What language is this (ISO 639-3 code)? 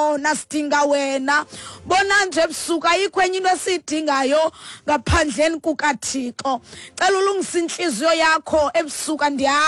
xho